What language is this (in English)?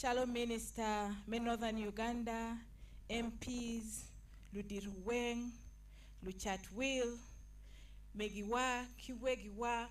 Acoli